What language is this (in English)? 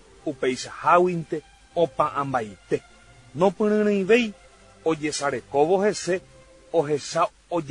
Guarani